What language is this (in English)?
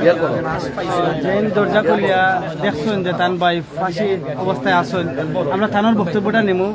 Sylheti